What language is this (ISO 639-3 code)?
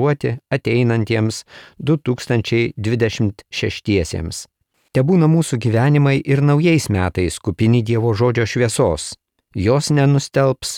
lit